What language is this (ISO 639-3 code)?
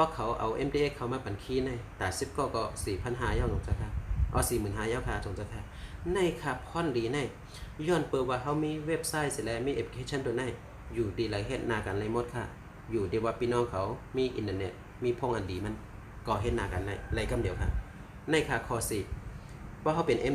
shn